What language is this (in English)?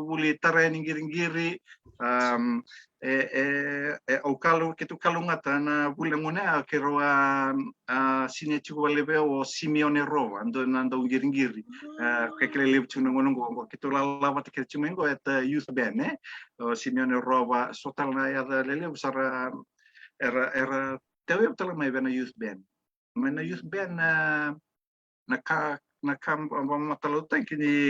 Fijian